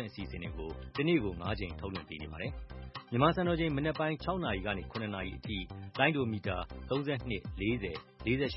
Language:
Burmese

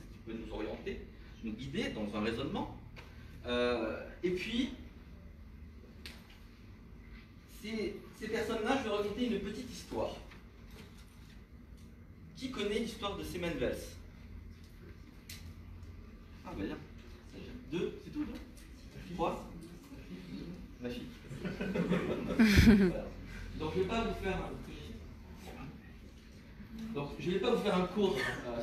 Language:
French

